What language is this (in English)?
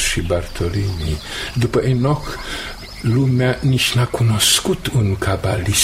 Romanian